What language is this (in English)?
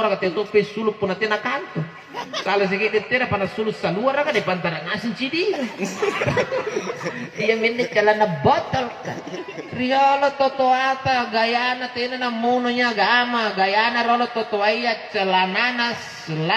Makasar